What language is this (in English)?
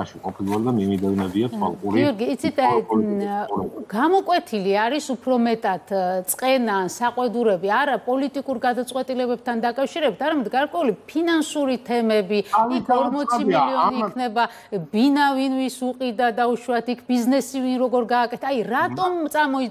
Georgian